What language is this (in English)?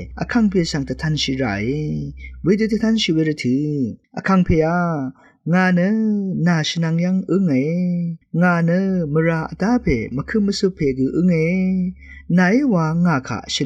Rawang